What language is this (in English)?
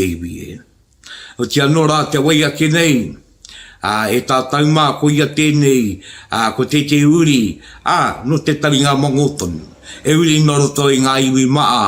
Māori